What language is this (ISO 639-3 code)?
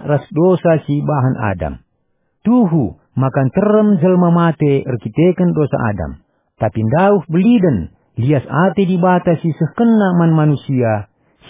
btx